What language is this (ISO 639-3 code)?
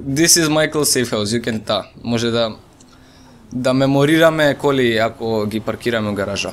mkd